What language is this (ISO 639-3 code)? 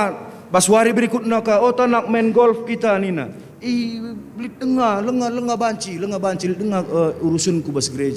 btx